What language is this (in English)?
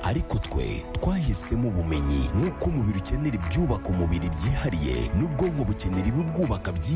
Kinyarwanda